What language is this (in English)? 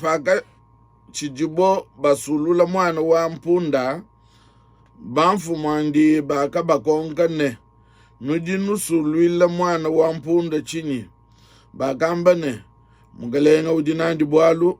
Luba-Lulua